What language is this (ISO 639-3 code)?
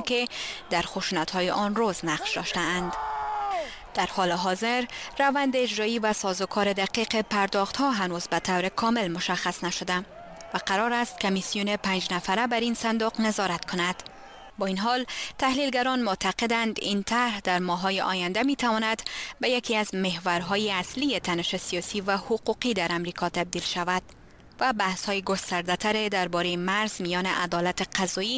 fas